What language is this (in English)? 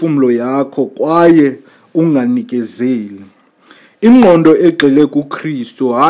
Xhosa